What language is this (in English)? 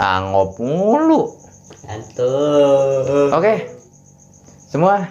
Betawi